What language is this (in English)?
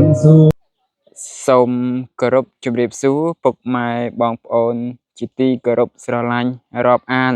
Khmer